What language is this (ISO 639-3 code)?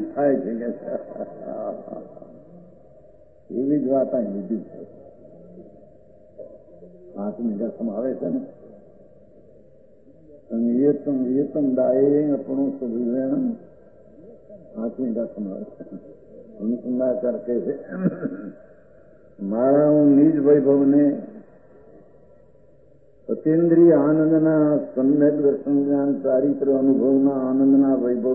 guj